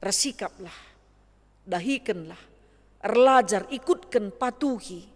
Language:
Batak Karo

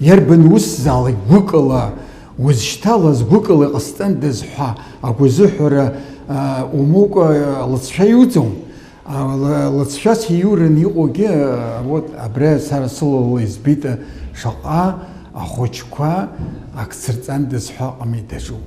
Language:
Abkhazian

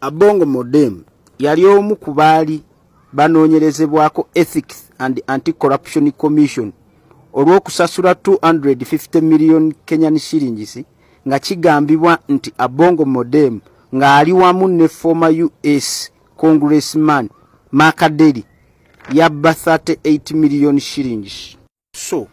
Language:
Ganda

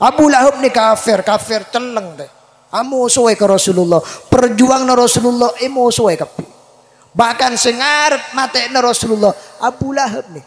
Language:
Madurese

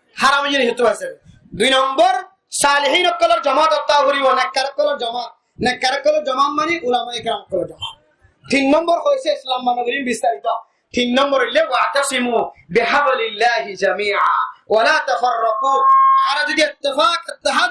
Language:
Rohingya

